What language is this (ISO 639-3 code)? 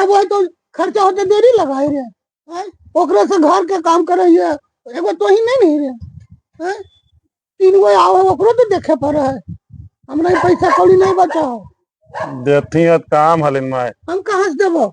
mag